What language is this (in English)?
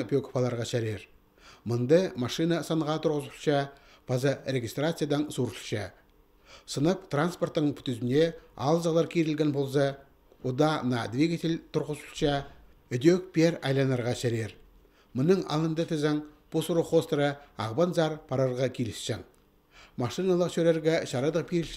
Khakas